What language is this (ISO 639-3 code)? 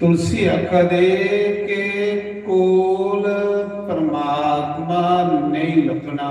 doi